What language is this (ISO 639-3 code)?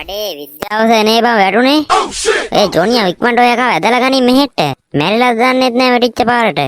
sin